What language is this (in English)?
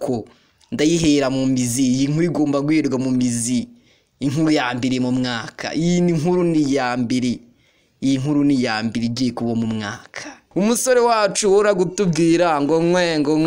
Kinyarwanda